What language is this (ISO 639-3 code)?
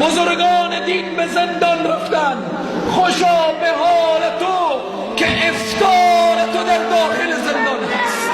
fas